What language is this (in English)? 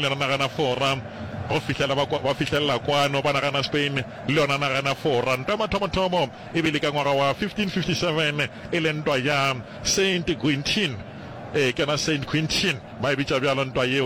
Northern Sotho